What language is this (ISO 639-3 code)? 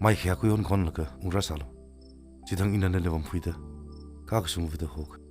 nmf